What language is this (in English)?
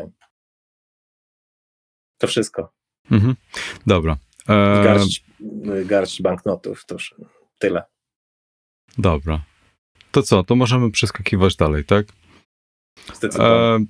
Polish